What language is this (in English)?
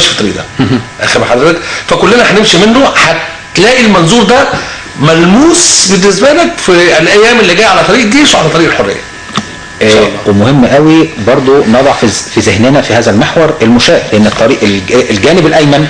Egyptian Arabic